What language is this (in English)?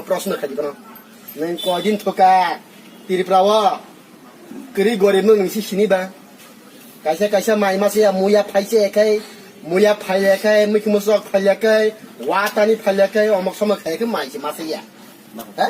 Kok Borok